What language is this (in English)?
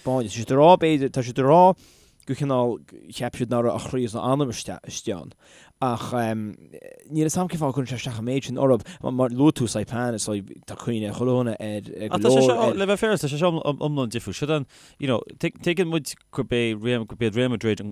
Irish